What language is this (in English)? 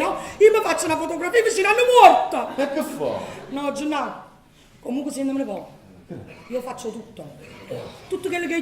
Neapolitan